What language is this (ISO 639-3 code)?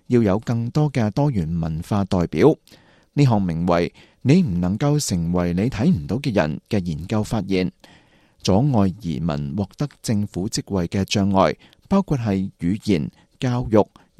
yue